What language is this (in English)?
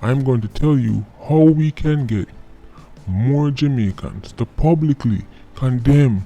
Jamaican Creole English